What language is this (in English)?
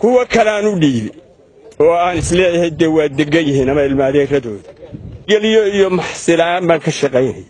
Somali